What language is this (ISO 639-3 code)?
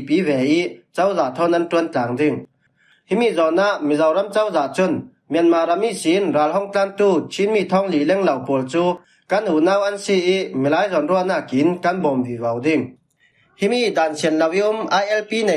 cfm